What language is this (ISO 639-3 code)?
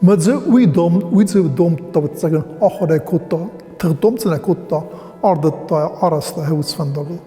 oss